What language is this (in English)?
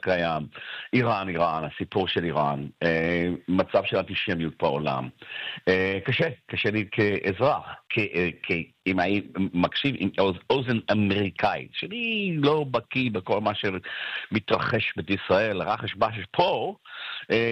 Hebrew